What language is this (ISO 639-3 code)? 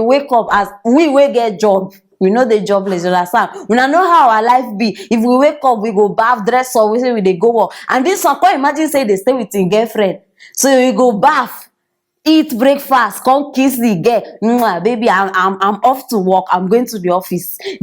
pcm